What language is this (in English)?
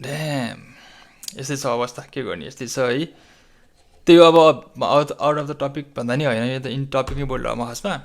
Nepali